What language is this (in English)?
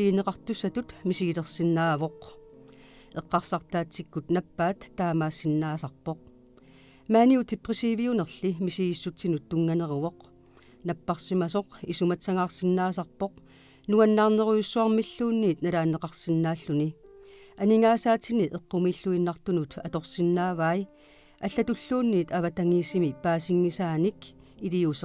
Kalaallisut